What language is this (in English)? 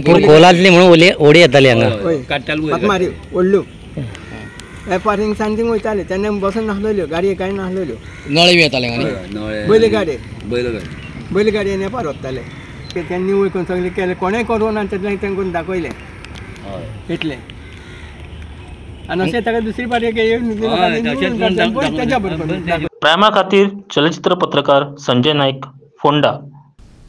Konkani